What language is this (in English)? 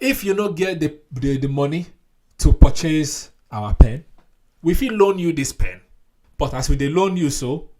Nigerian Pidgin